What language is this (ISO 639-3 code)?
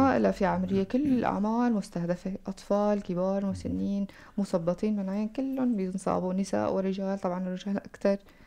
apc